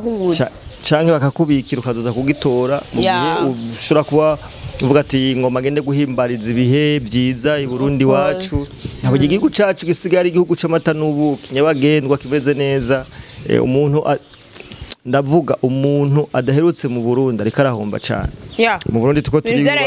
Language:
Rundi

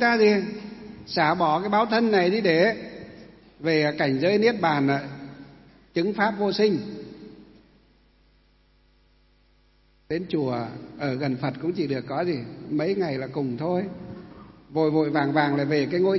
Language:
Vietnamese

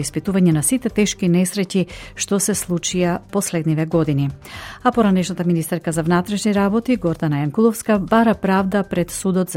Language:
Macedonian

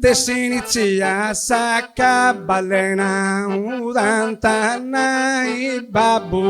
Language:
Sardinian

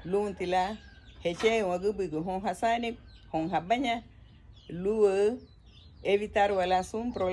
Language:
Garifuna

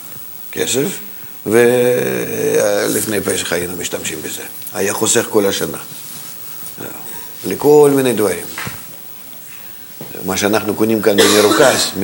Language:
Hebrew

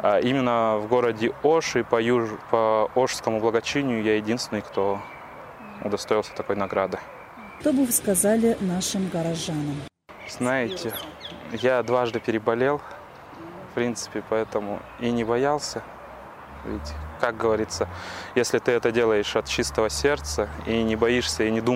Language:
Russian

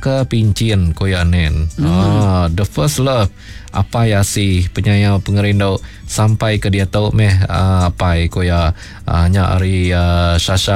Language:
Iban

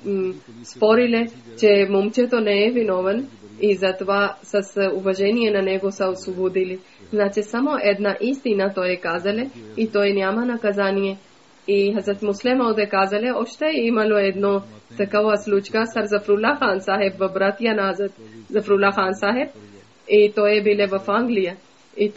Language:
Bulgarian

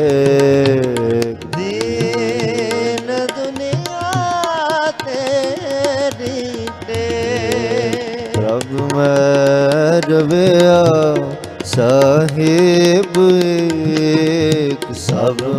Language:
Punjabi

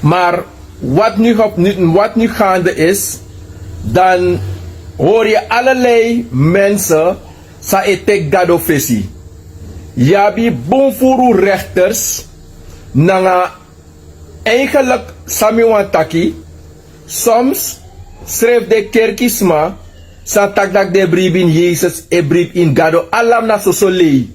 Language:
Sranan Tongo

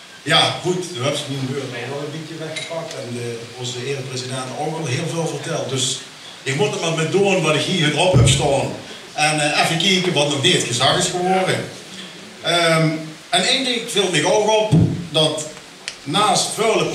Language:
Limburgish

